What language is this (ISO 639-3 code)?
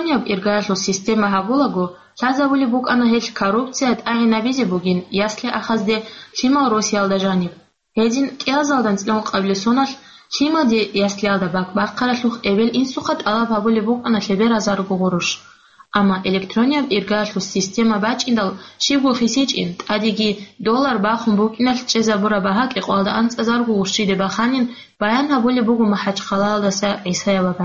ava